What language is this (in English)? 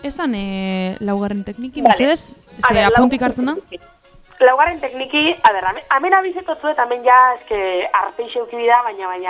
Basque